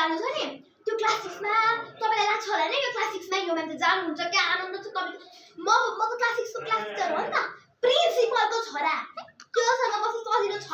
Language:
Nepali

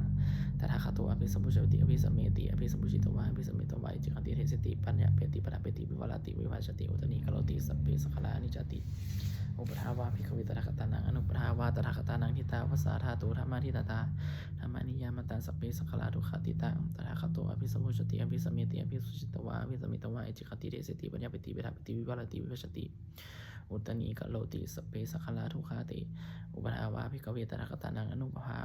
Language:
Pali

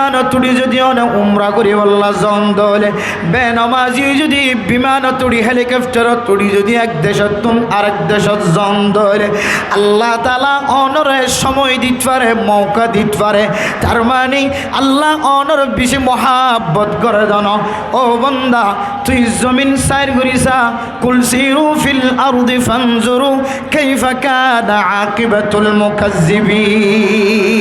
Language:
Rohingya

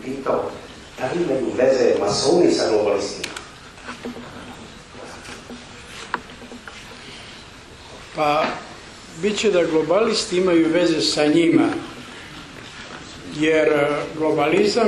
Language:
Serbian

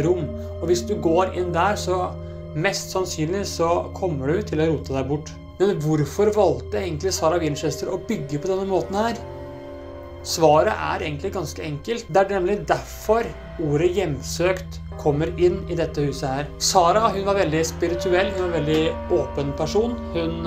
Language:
Norwegian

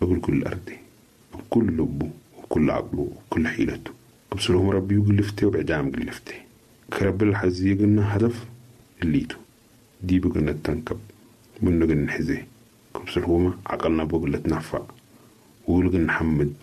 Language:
Sudanese Arabic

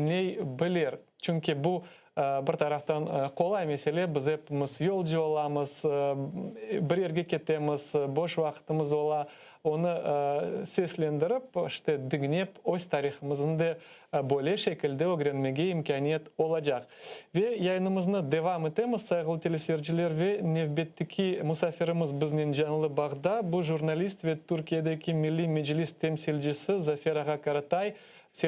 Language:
Crimean Tatar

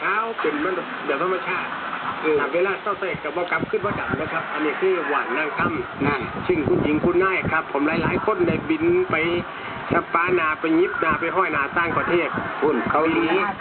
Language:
Northeastern Thai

